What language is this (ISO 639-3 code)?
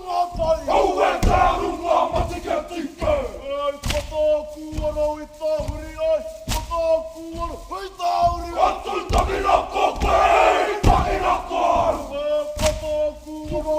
mri